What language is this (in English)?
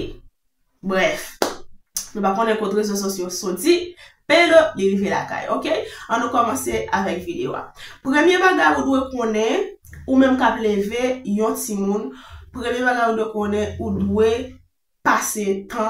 Haitian Creole